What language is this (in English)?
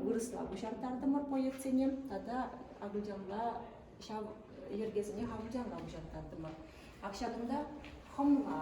Chuvash